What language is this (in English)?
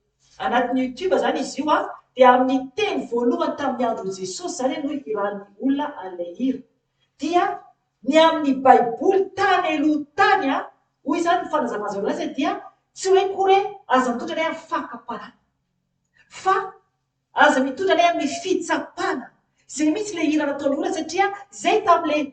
Malagasy